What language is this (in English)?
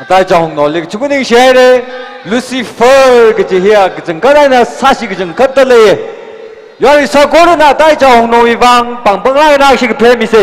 Tangkhul Naga (India)